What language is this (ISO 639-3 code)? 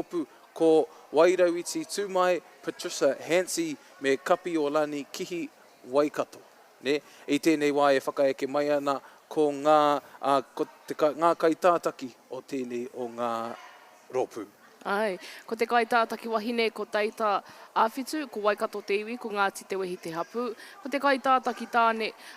mri